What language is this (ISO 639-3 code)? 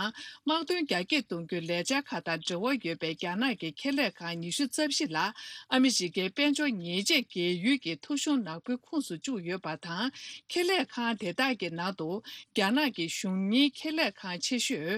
bod